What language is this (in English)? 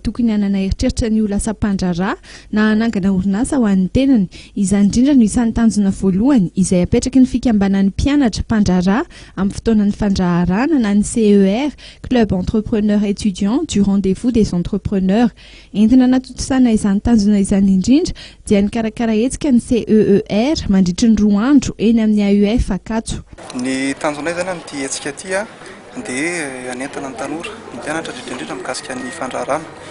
Malagasy